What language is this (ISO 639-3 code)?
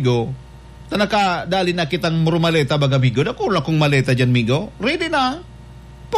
bik